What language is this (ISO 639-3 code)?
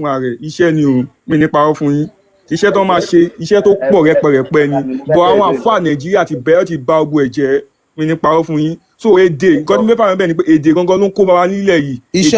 yor